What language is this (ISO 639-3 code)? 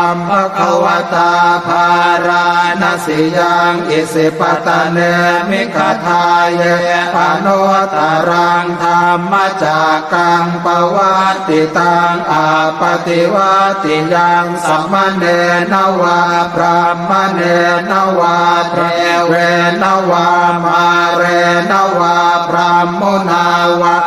pli